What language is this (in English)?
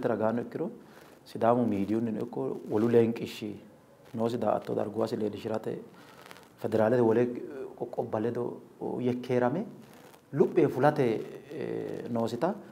Sidamo